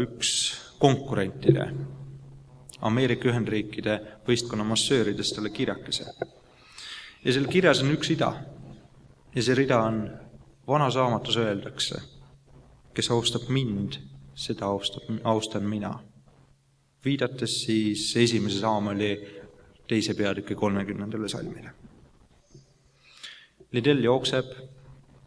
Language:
Estonian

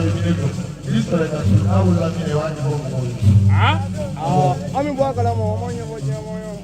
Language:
Bambara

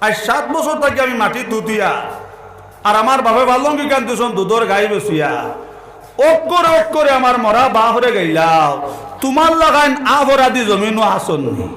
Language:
Sylheti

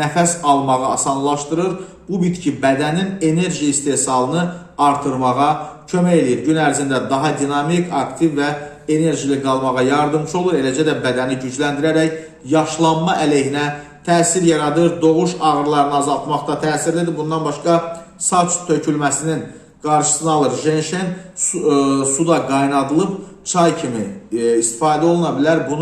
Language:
Azerbaijani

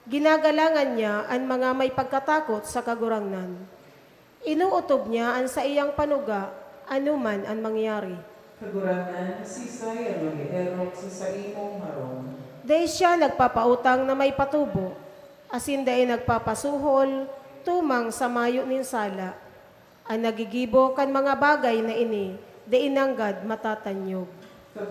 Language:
Bikol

